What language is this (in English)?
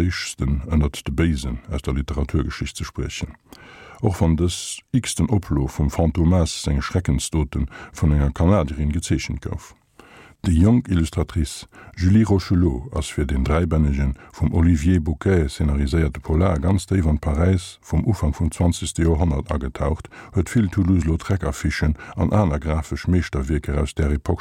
Luxembourgish